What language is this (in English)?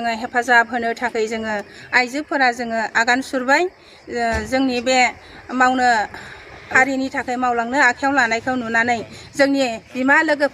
Bodo